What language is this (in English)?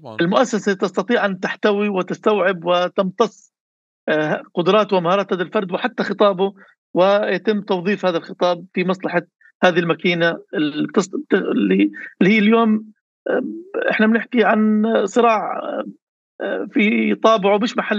North Levantine Arabic